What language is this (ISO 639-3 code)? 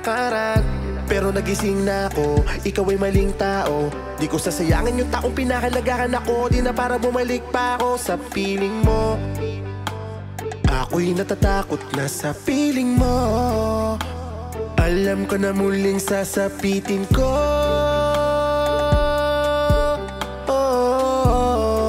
fil